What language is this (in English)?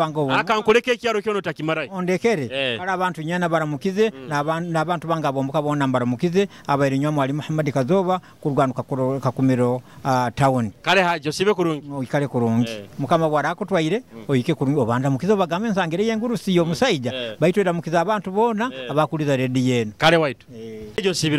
Nyoro